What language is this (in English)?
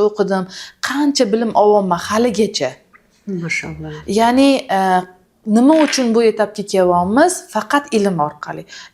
Uzbek